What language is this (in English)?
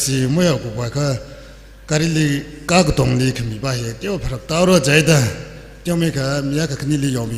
Tangkhul Naga (India)